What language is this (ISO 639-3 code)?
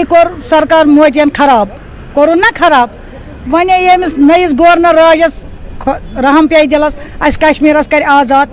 kas